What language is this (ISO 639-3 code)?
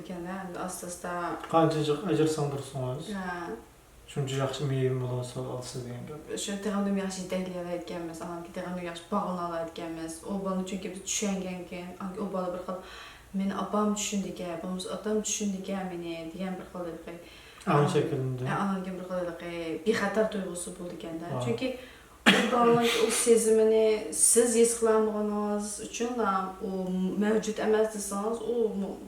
uig